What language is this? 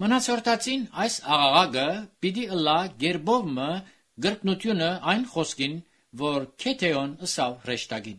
Armenian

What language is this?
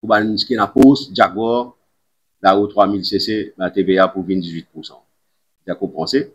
Morisyen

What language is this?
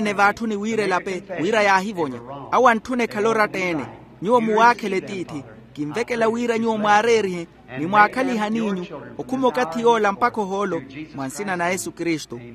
Makhuwa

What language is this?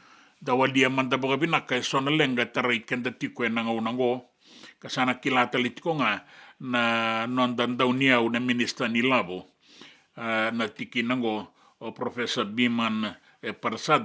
Fijian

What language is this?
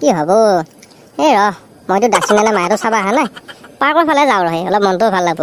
Assamese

